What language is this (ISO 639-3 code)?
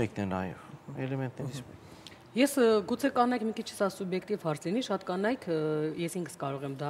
hye